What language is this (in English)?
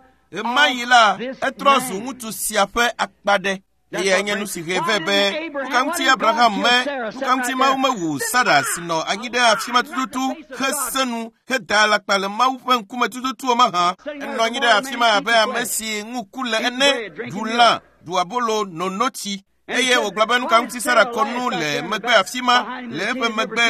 Ewe